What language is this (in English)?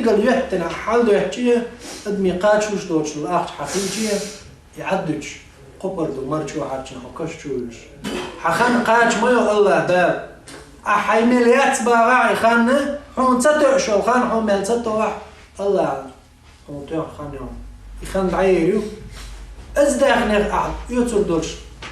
Chechen